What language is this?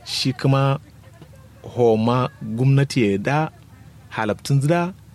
Kanuri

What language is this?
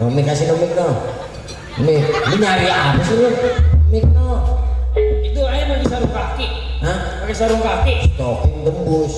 Betawi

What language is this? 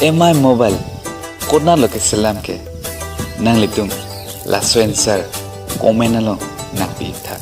Karbi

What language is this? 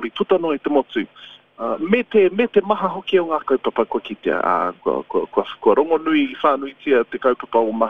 Māori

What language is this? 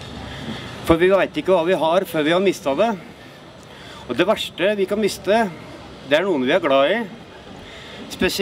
Norwegian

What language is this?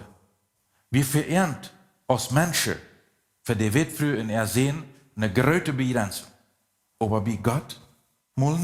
Plautdietsch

